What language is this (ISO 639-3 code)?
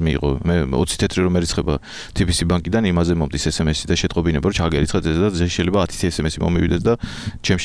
kat